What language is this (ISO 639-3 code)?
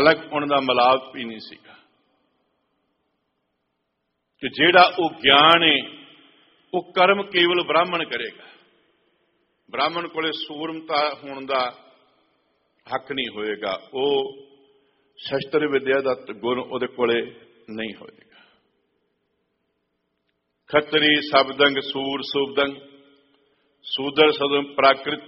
pan